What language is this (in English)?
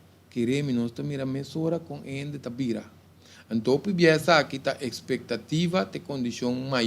Papiamento